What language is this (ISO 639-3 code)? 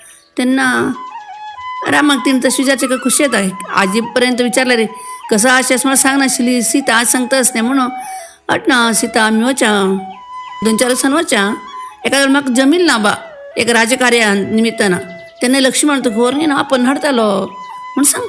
kok